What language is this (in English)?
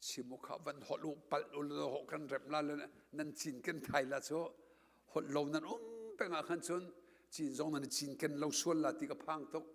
Hakha Chin